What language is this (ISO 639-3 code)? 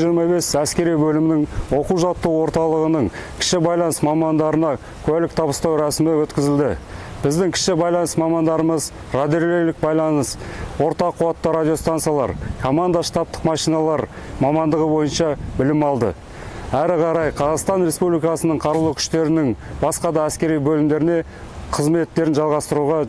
kaz